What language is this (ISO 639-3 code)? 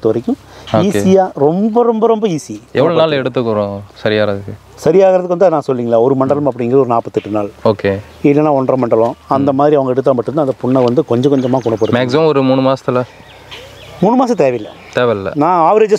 tam